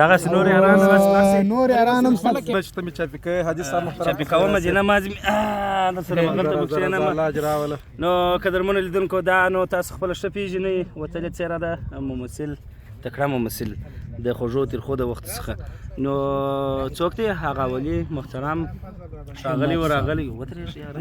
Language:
Pashto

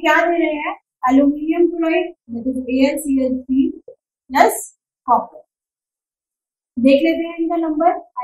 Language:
Hindi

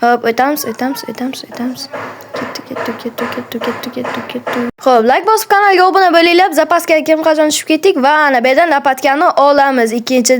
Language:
Uzbek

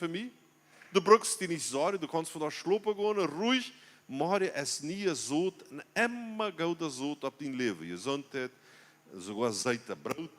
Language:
Plautdietsch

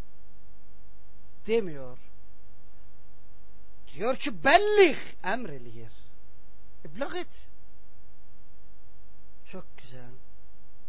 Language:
Turkish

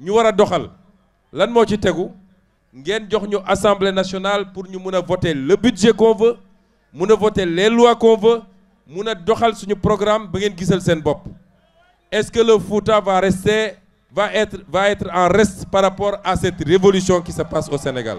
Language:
Wolof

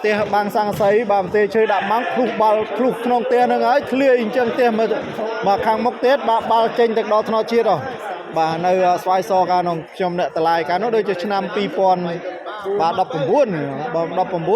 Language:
Khmer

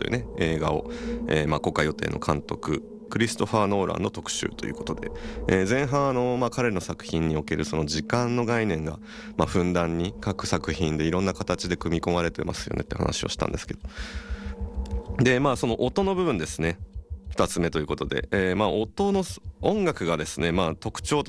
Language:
Japanese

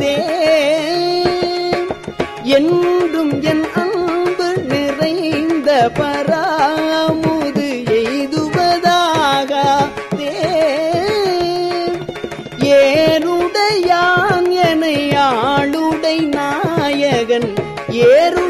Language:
Tamil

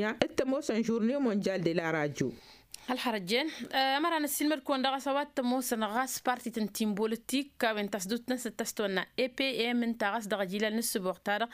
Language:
Tamasheq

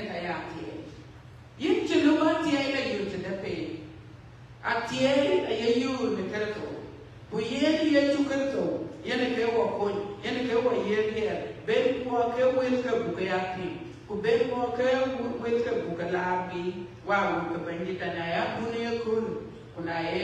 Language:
Dinka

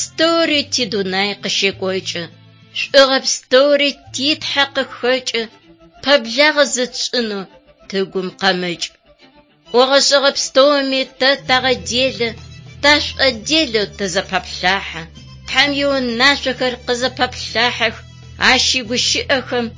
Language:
Adyghe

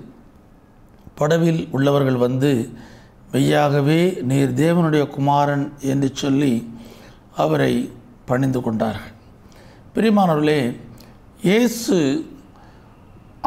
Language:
Tamil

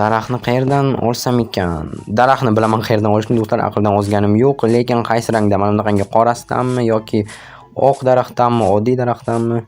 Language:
Uzbek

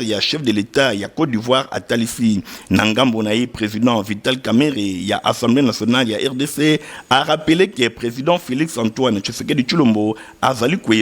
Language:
Lingala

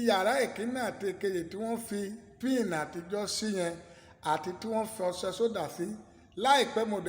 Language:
Yoruba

